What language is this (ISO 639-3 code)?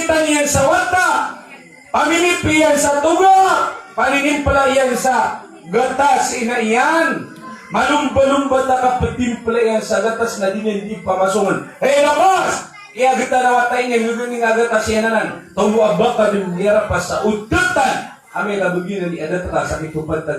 mrw